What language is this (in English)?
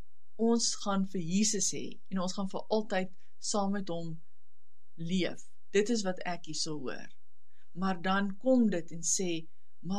Afrikaans